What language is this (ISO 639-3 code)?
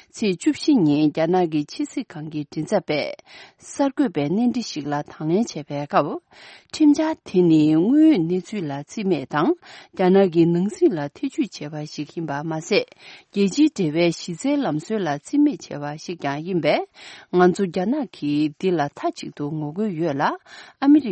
bod